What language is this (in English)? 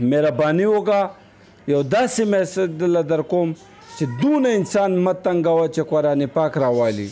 Pashto